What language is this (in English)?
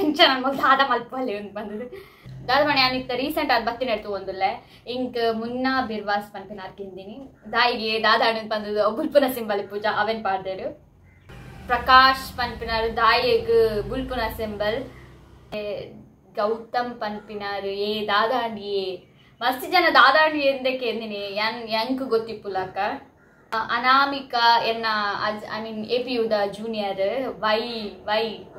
Tulu